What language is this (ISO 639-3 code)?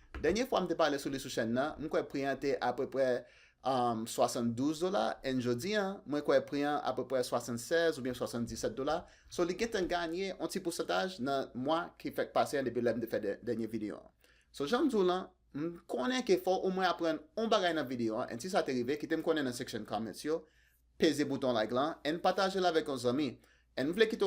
hat